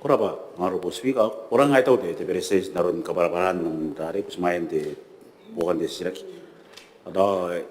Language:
Gilbertese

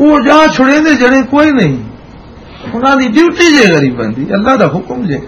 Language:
Western Panjabi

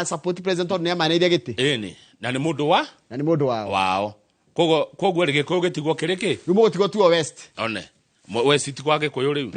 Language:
Kikuyu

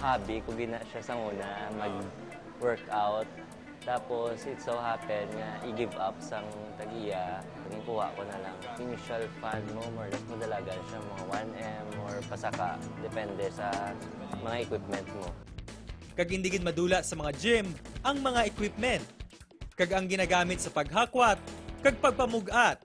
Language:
Hiligaynon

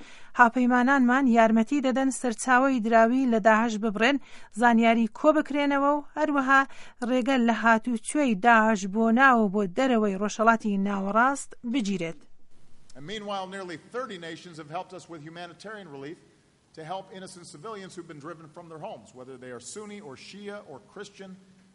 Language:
Central Kurdish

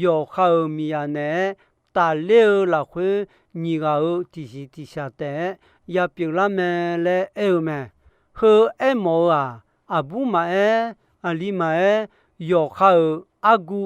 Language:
Akha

